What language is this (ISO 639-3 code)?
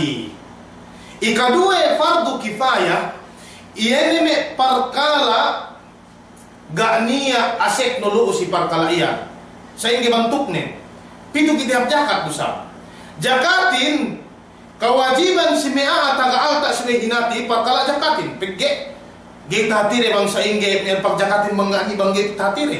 yka